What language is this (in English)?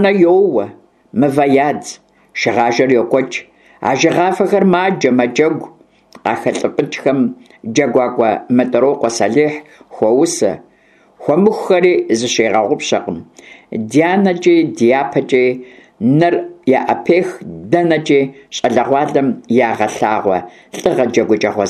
Kabardian